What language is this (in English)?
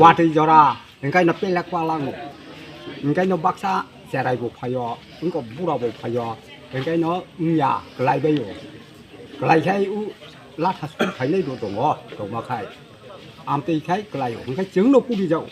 Kok Borok